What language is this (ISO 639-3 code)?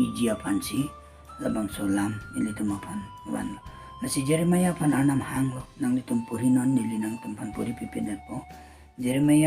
mjw